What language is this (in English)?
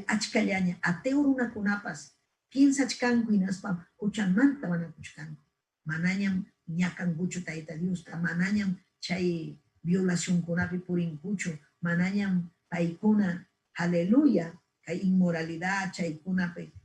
Ayacucho Quechua